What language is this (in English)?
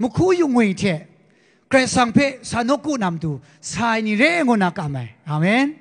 Kachin